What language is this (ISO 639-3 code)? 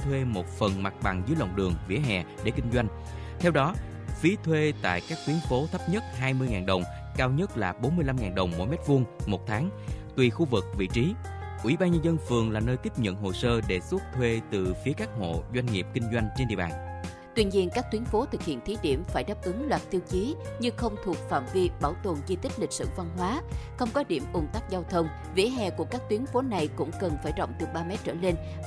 vie